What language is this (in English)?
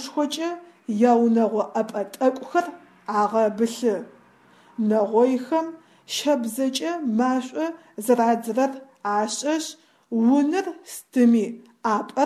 Adyghe